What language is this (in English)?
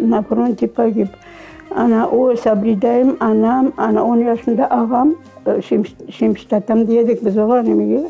Crimean Tatar